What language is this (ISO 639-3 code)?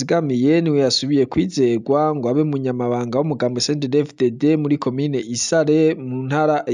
run